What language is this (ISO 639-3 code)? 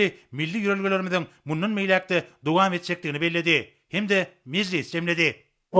tuk